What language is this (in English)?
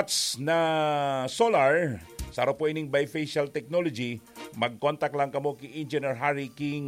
Bikol